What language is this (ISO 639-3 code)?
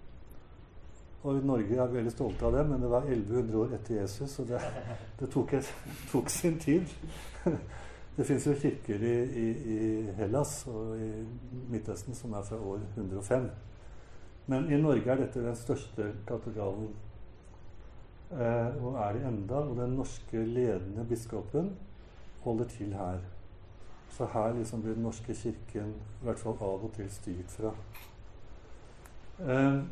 nor